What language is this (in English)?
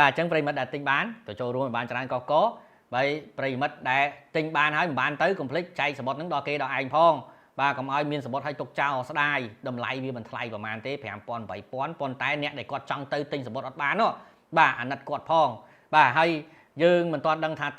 Khmer